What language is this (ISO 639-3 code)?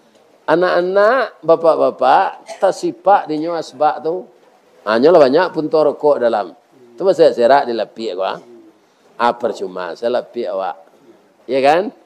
min